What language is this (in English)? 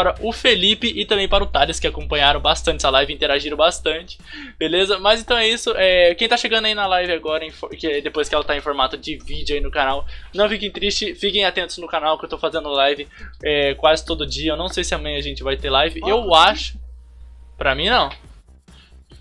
Portuguese